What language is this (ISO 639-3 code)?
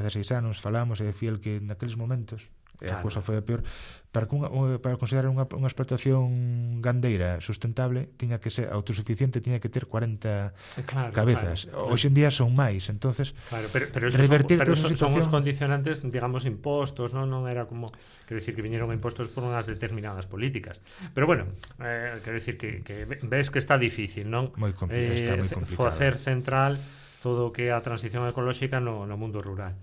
glg